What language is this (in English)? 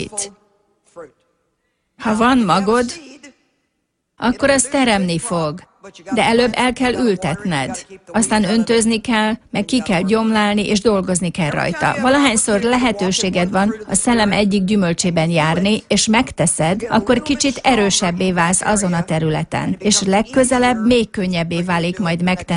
Hungarian